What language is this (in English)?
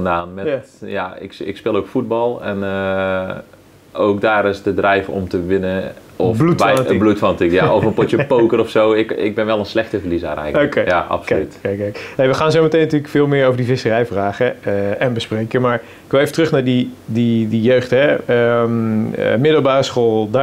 Dutch